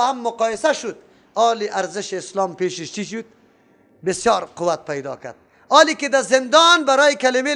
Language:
Persian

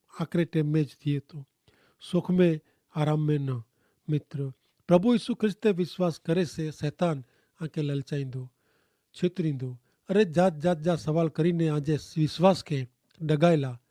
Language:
Kachhi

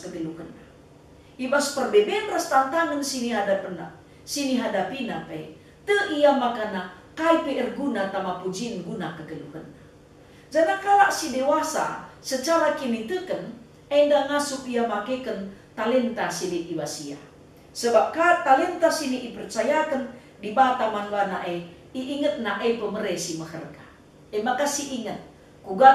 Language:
Batak Karo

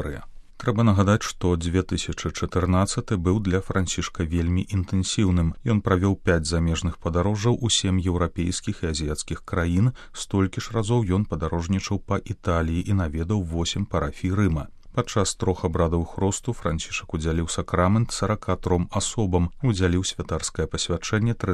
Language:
Belarusian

